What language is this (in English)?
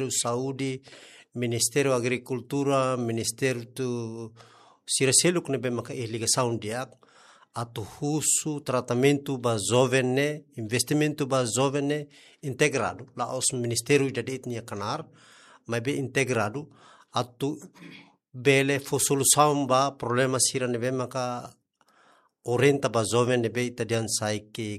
Tetum